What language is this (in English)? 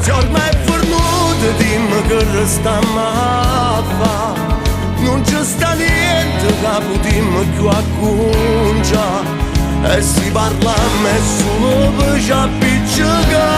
Neapolitan